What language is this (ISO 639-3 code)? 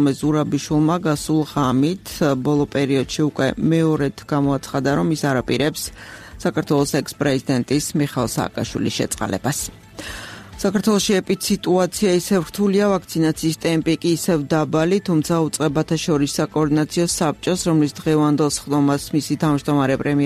kat